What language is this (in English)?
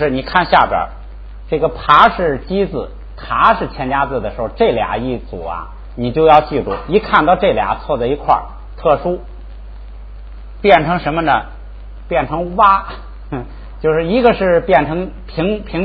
Chinese